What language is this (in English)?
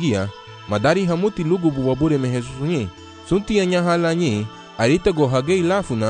Garifuna